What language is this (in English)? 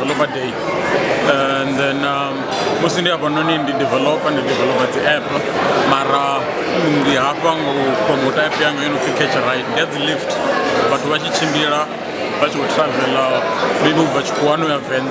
Venda